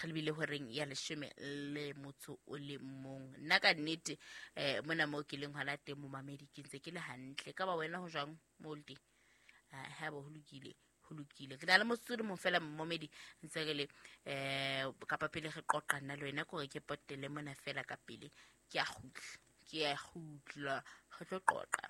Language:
Southern Sotho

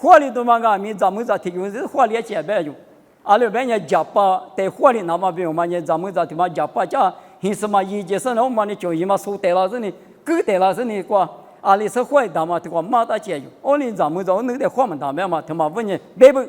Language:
Lisu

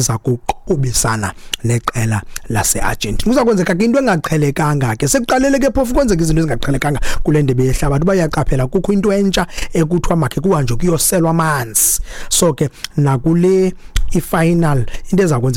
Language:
Xhosa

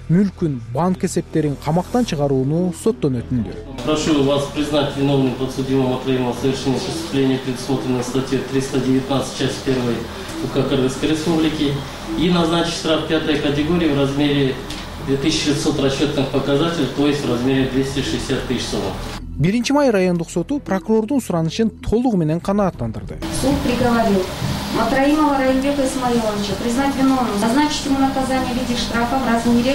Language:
Kyrgyz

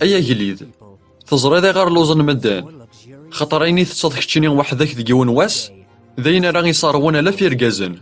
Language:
Kabyle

